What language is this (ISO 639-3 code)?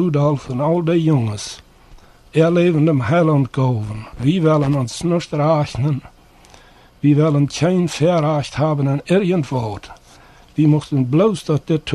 pdt